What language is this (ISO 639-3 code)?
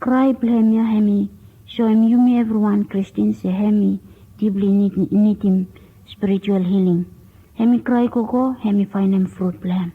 bis